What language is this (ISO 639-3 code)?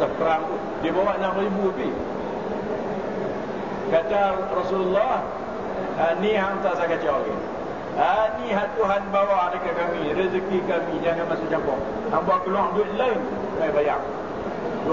msa